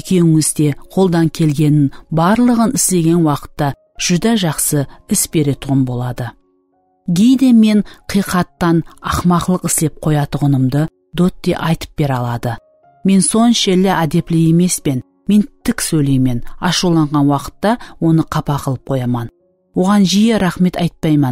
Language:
Kara-Kalpak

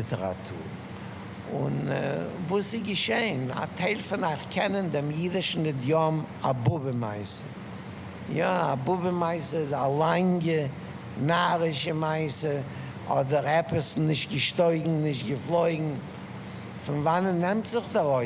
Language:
Yiddish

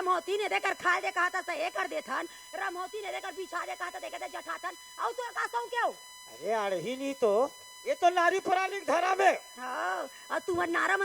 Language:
Chhattisgarhi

